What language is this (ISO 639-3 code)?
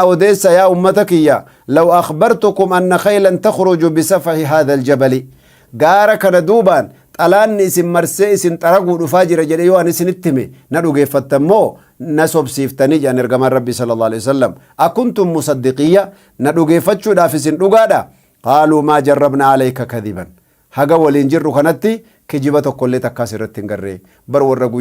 orm